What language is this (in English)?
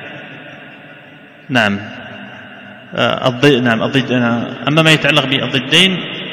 Arabic